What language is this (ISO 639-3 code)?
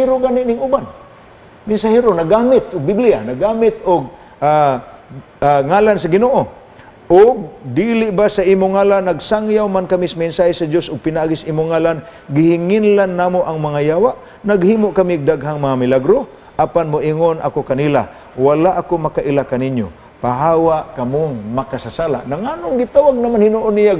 ceb